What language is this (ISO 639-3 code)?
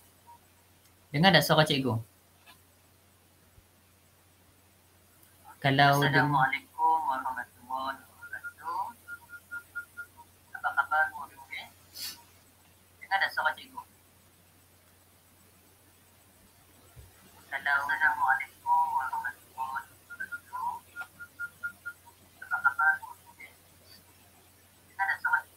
msa